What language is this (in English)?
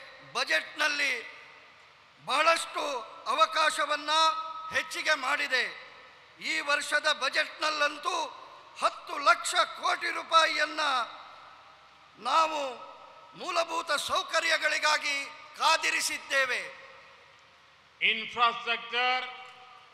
Kannada